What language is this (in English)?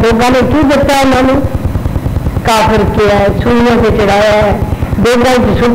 Hindi